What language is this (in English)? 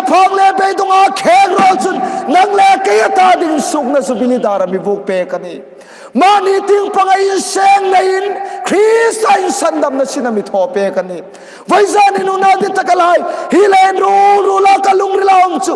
Hmar